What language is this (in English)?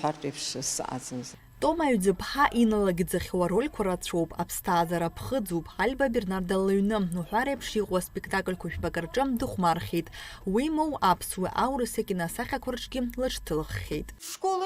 Abkhazian